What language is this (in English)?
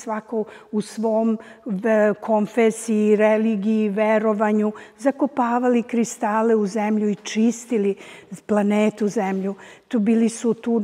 Serbian